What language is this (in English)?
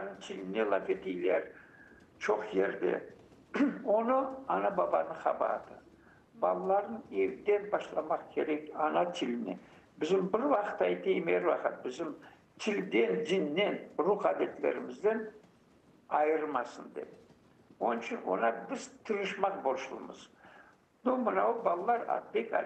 Crimean Tatar